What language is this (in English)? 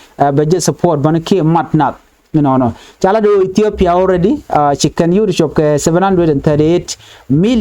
Nuer